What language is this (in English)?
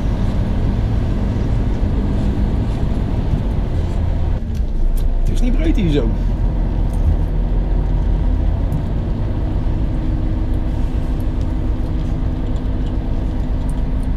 Dutch